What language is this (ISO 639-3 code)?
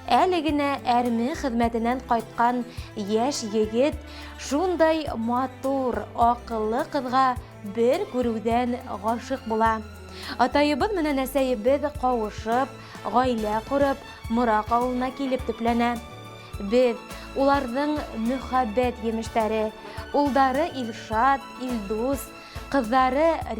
bak